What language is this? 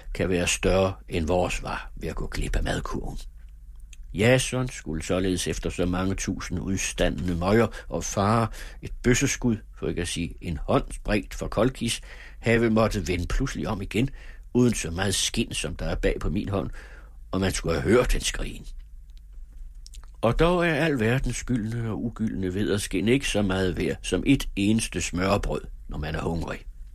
Danish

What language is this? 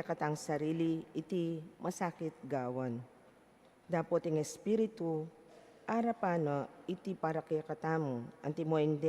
Pampanga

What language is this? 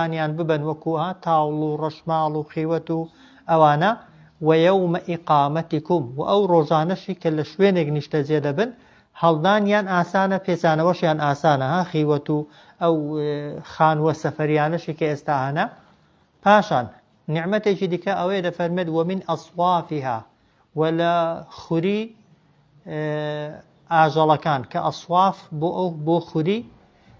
Central Kurdish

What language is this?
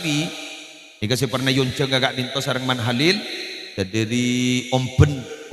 Madurese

